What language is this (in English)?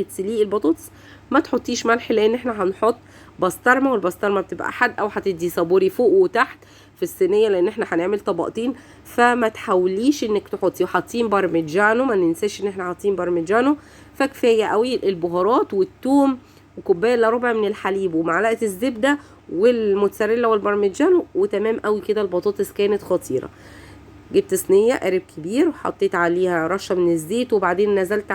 Egyptian Arabic